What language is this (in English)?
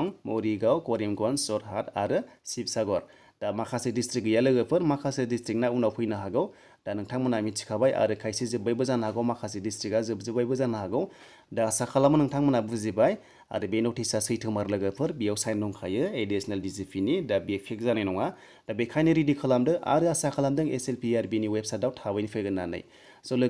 Bodo